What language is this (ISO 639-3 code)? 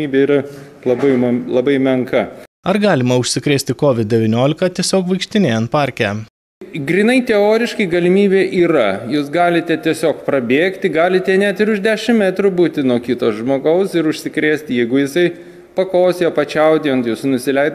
lit